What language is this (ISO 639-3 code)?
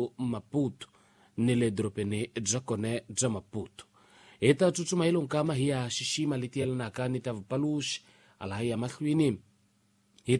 tso